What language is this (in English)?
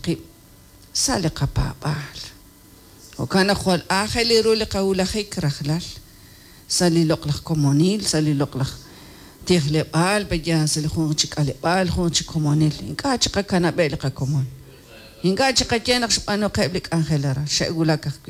Kekchí